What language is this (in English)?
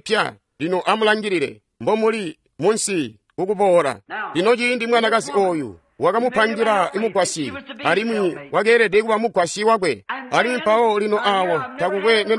Tonga (Zambia)